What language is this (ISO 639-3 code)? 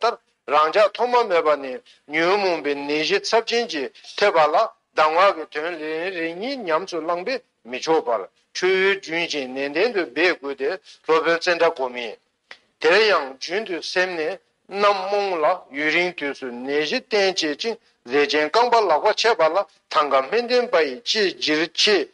bod